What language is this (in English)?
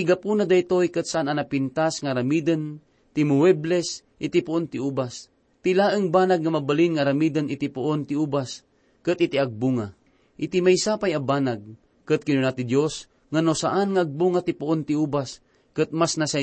Iloko